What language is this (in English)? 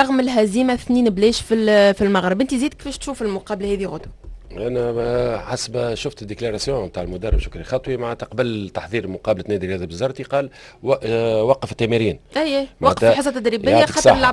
Tunisian Arabic